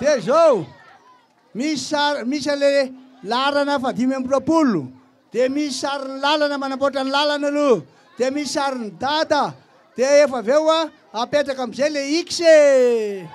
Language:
Malagasy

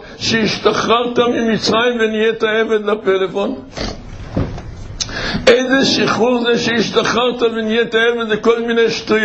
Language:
Hebrew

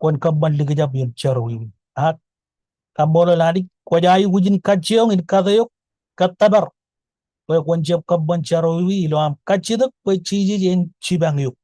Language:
Marshallese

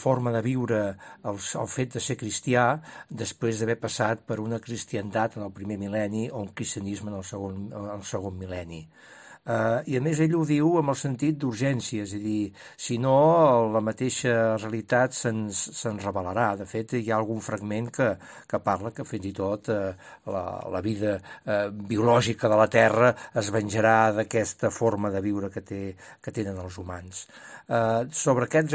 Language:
Catalan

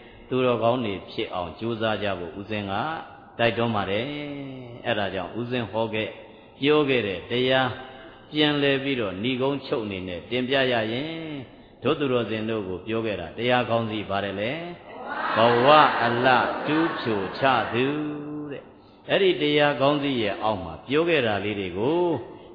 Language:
Burmese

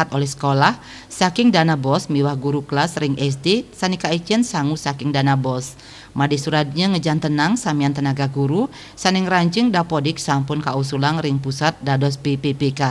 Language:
Balinese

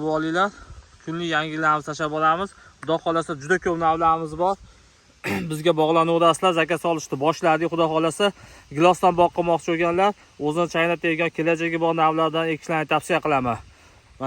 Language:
Uzbek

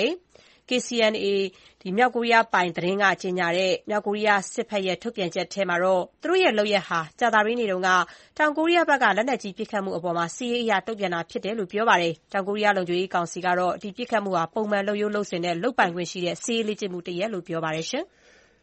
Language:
Burmese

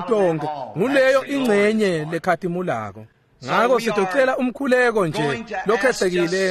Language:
Swati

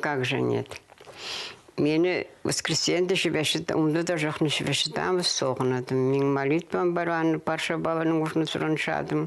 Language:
Khakas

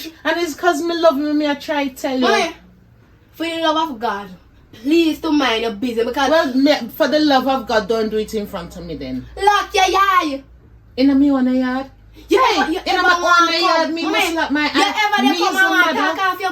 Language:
Jamaican Creole English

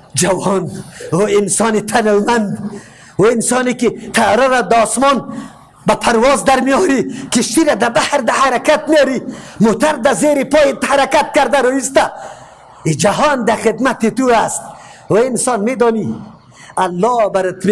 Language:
Persian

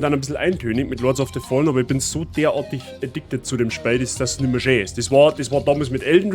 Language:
Bavarian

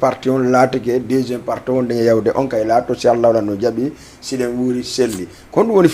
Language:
Fula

